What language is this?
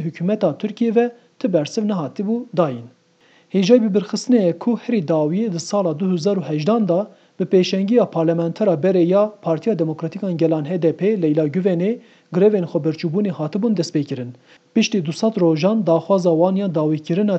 Kurdish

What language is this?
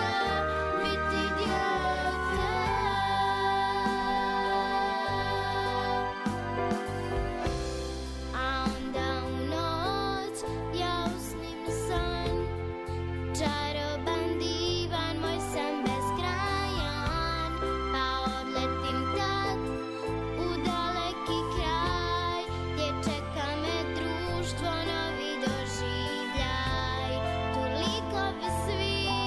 Croatian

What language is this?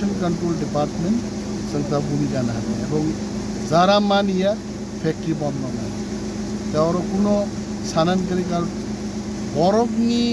Kok Borok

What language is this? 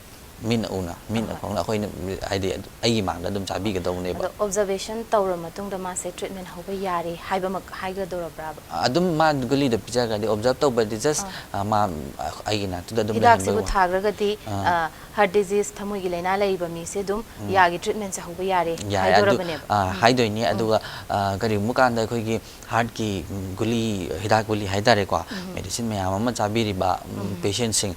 Manipuri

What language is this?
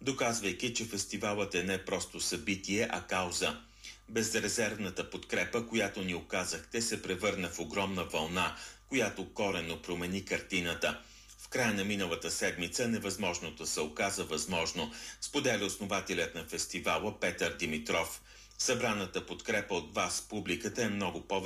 Bulgarian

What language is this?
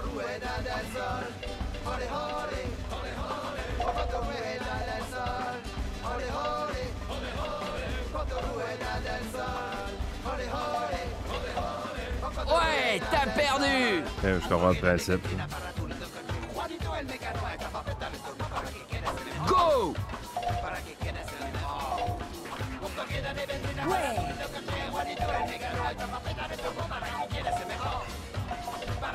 French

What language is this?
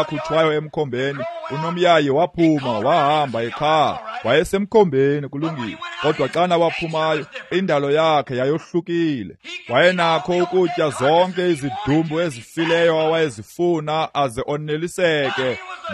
Xhosa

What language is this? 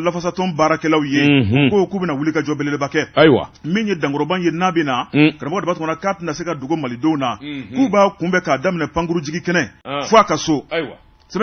Bambara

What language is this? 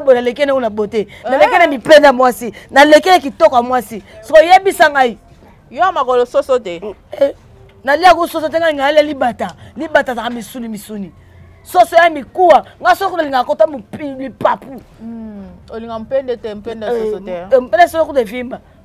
Lingala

